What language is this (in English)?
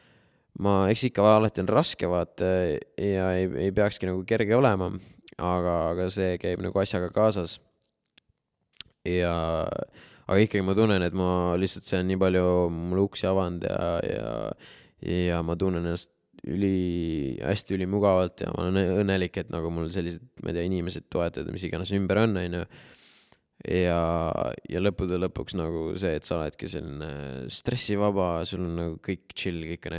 Estonian